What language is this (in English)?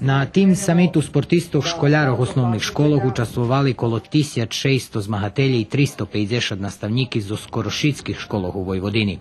Rusyn